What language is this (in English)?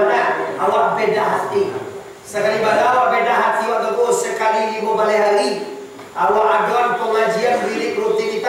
Minangkabau